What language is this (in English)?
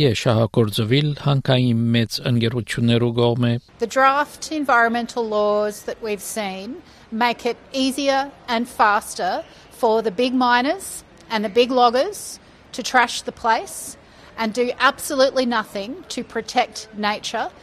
Armenian